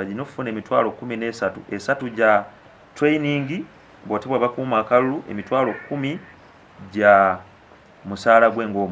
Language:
Ganda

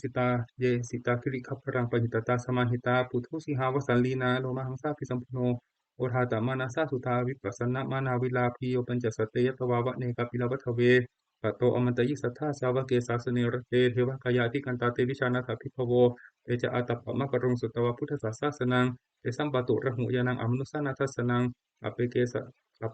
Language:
Pali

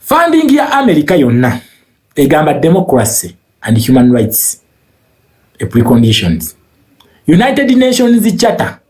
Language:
Ganda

